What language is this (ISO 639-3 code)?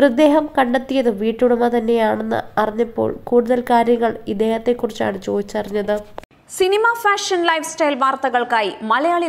mal